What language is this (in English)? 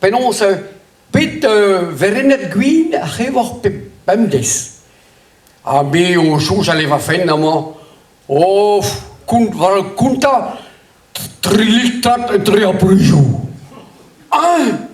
Breton